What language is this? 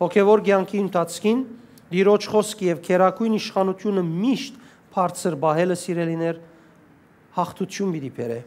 Western Armenian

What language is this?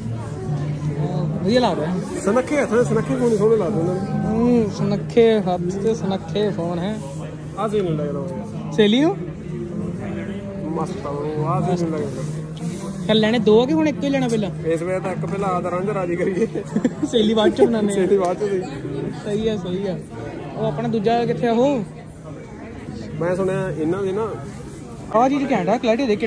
Punjabi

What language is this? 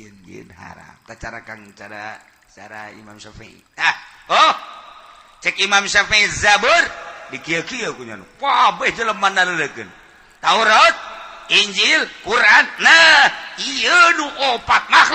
Sundanese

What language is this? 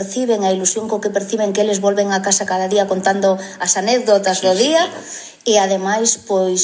Galician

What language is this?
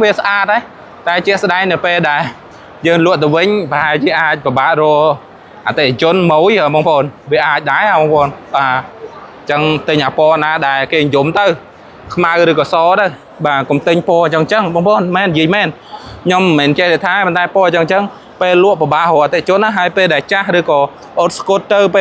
Khmer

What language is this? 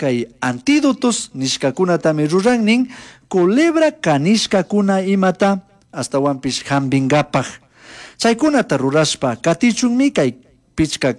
Chimborazo Highland Quichua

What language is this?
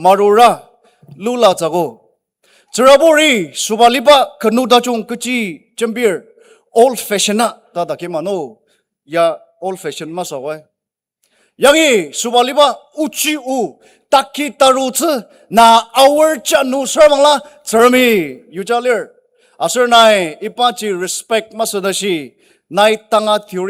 Ao Naga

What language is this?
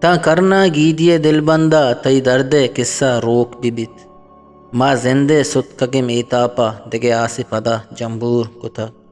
Eastern Balochi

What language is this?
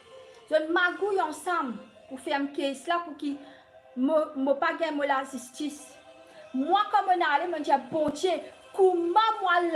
Morisyen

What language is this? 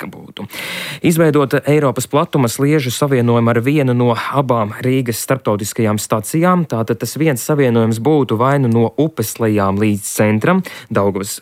Latvian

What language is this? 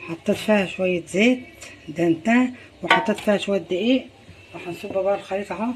Egyptian Arabic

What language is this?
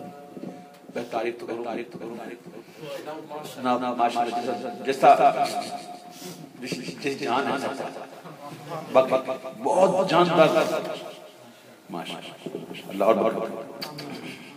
Urdu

